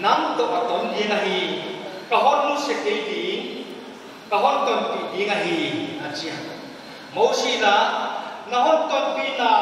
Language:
Paite Chin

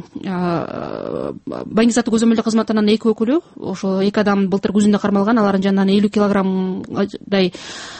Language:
Kyrgyz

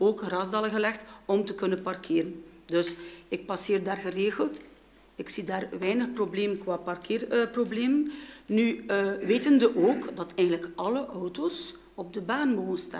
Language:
Dutch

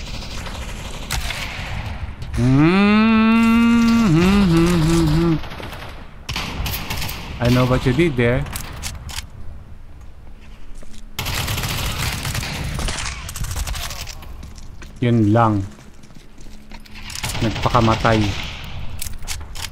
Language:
Filipino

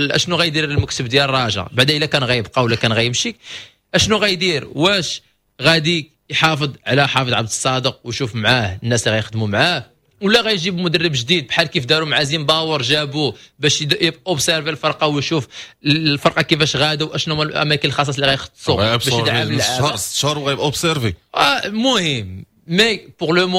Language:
Moroccan Arabic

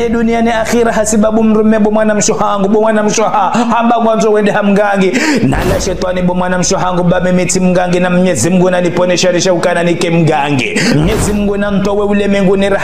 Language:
Ngazidja Comorian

